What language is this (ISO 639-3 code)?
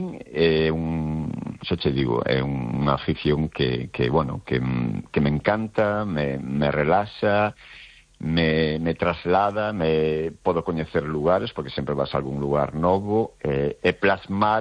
glg